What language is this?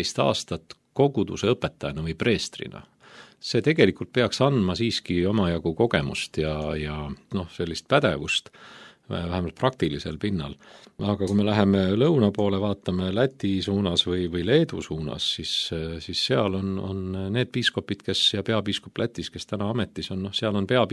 Estonian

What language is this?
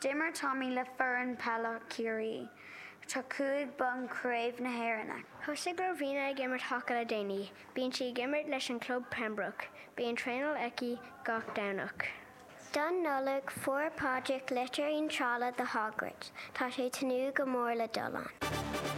Irish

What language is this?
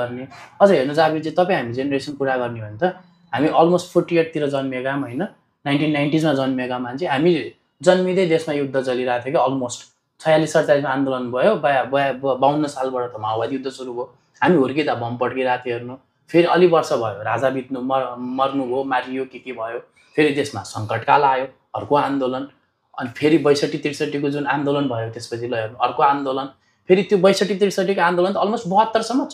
Nepali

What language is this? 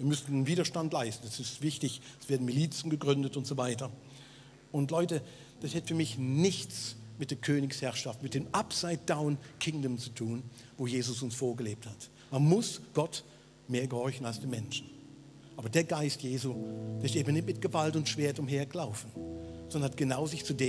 Swiss German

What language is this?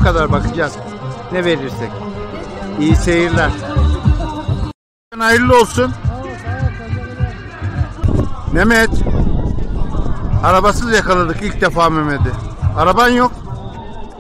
Turkish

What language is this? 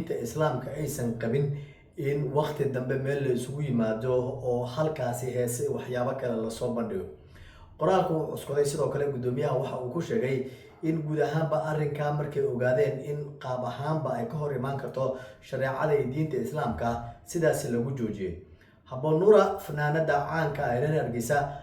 Somali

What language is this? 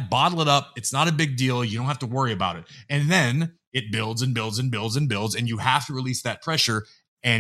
English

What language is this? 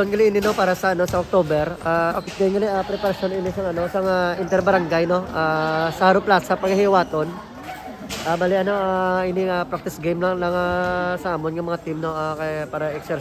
Hiligaynon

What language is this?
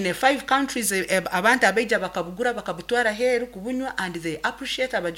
Nyankole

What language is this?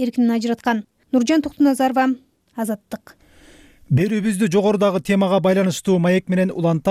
Kyrgyz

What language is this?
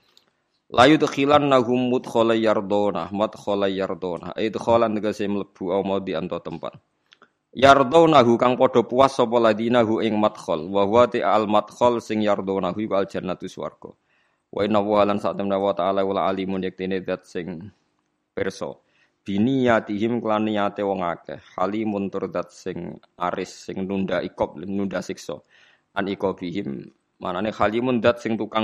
Javanese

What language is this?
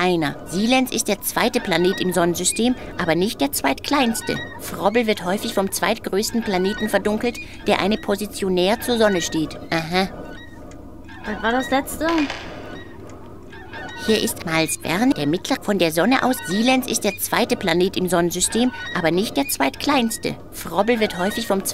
German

